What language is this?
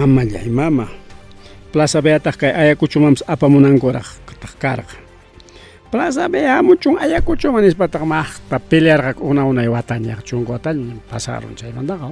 Ayacucho Quechua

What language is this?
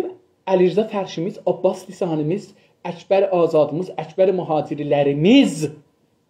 South Azerbaijani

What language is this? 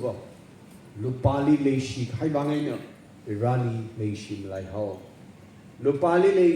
Tangkhul Naga (India)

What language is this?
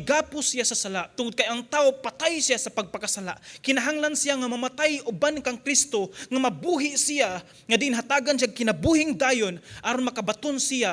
Cebuano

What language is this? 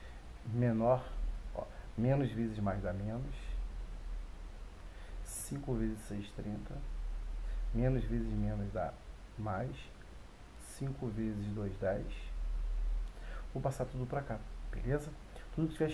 Portuguese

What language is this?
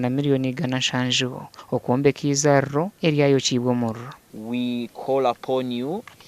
Nyankole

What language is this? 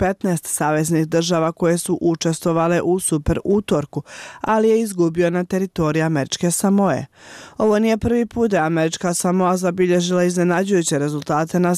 Bosnian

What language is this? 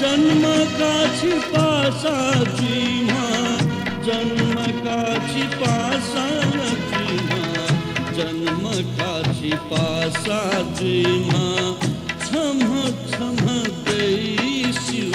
Newari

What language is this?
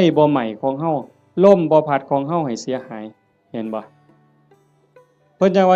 Northeastern Thai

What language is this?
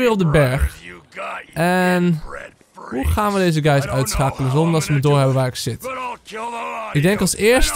Dutch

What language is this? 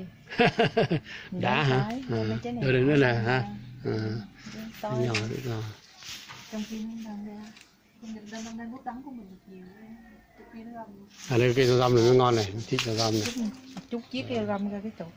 Vietnamese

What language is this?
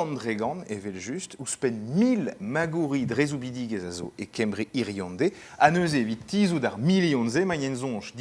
Breton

